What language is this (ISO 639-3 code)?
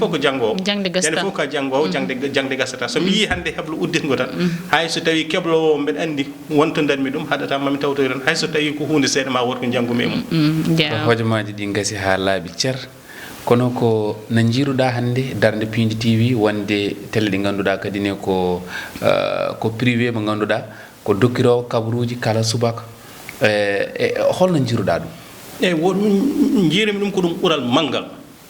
ful